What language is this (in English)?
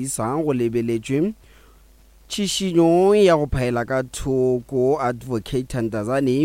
Northern Sotho